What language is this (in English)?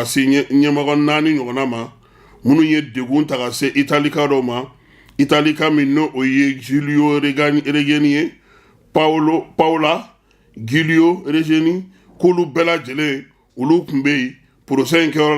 Bambara